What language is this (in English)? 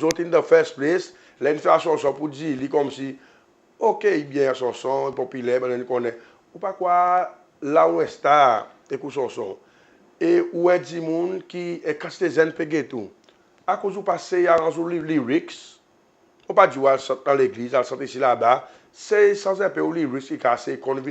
Seselwa Creole French